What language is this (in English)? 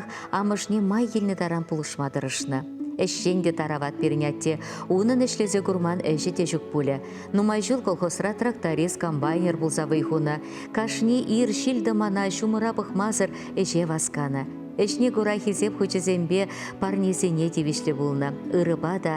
Chuvash